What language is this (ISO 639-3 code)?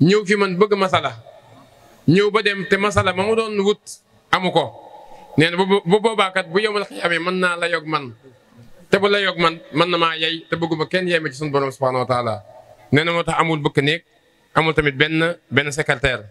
wol